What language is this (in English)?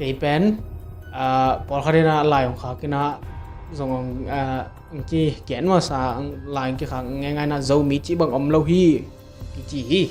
Tedim Chin